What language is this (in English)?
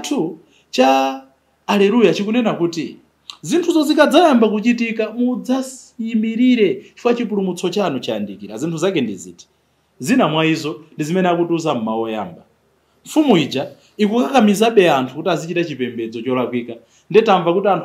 Nyanja